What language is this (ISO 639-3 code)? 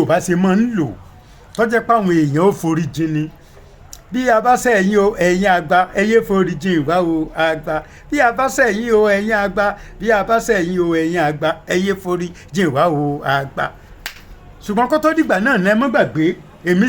yor